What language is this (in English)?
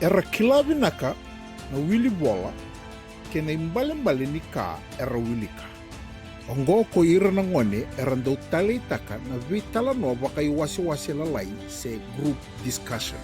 Fijian